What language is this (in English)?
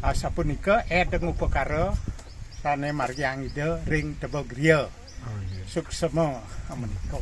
Balinese